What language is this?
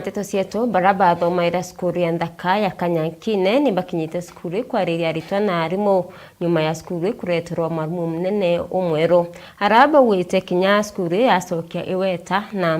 Meru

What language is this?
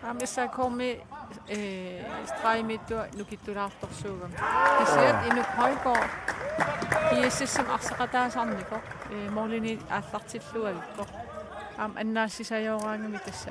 Kalaallisut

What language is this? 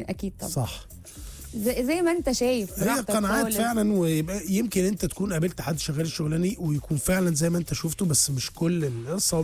Egyptian Arabic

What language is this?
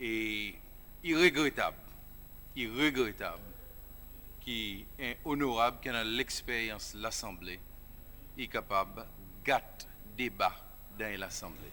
Seselwa Creole French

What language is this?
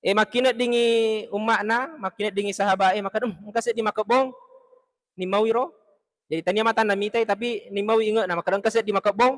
Buginese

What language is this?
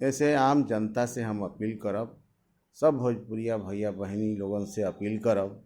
Bhojpuri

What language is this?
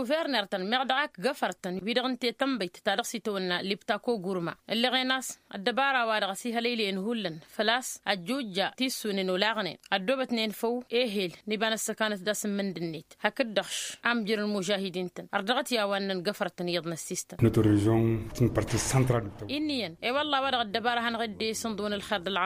Tamasheq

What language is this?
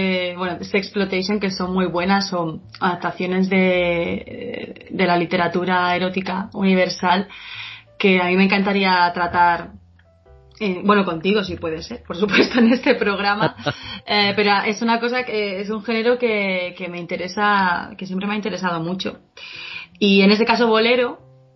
Spanish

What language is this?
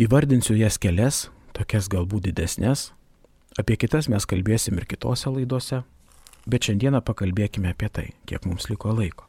Lithuanian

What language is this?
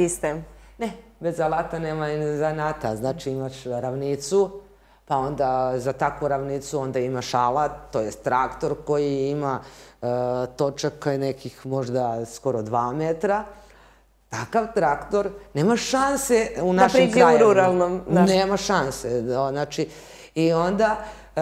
Serbian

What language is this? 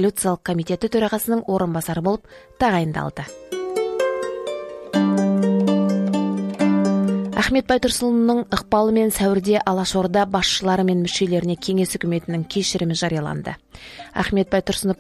Kazakh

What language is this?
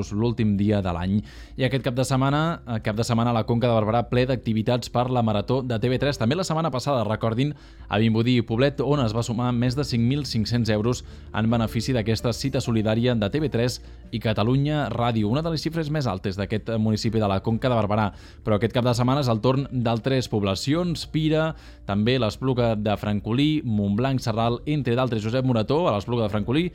Catalan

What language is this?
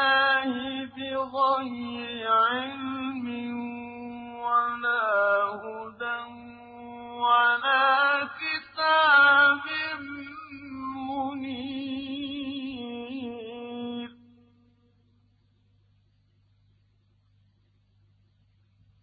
Arabic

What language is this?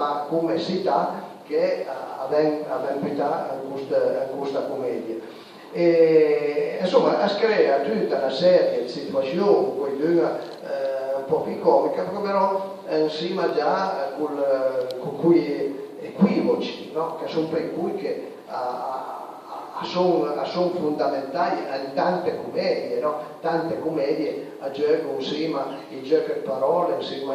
Piedmontese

